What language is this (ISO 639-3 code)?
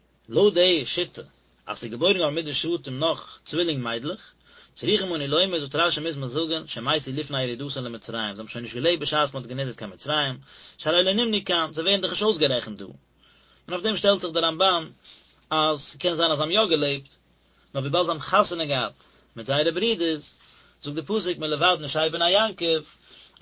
yid